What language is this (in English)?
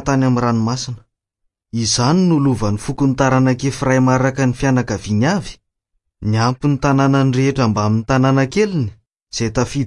Malagasy